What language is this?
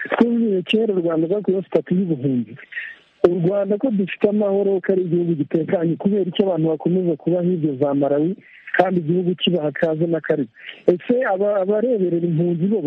Kinyarwanda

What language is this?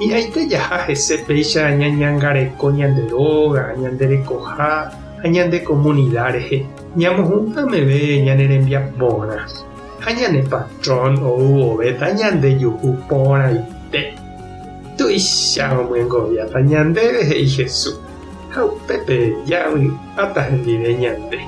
Guarani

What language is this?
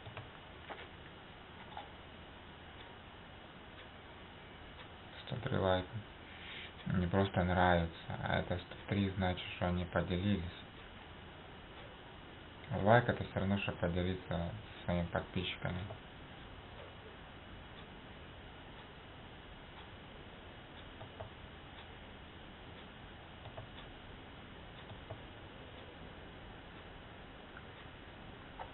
Russian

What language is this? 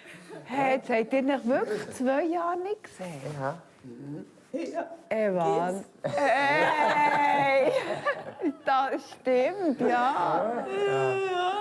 Swiss German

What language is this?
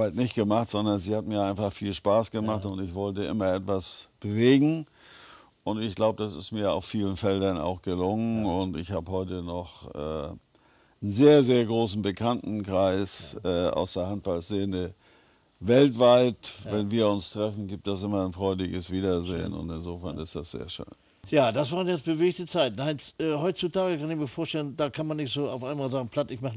German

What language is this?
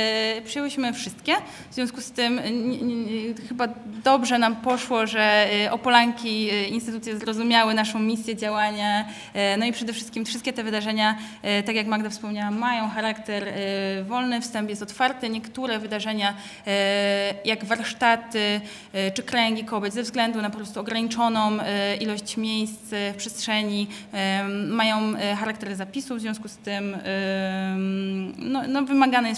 Polish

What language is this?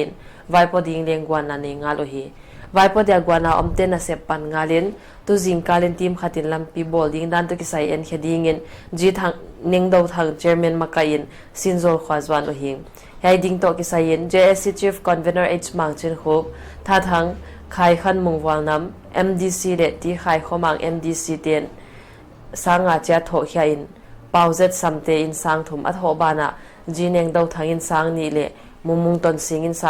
Paite Chin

